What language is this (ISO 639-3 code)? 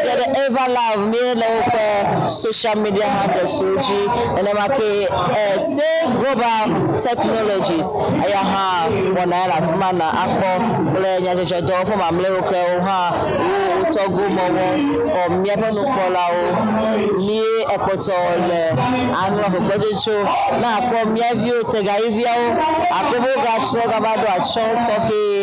ewe